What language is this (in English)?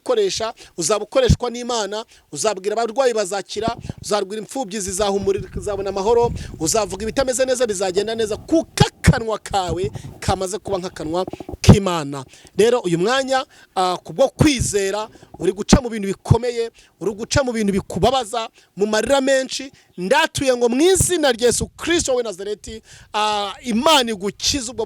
Kinyarwanda